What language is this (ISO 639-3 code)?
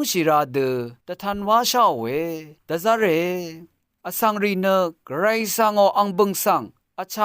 raw